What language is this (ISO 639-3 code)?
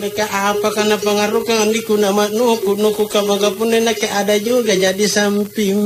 mak